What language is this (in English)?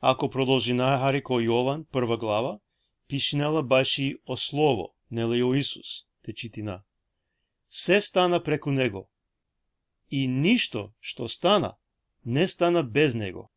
Balkan Romani